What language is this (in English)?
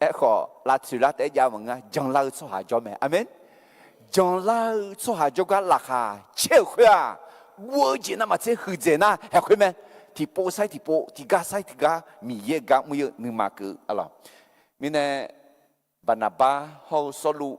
Akha